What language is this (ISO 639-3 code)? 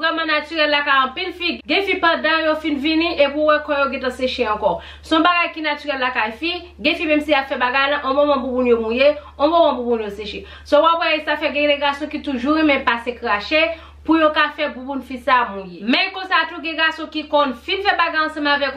hat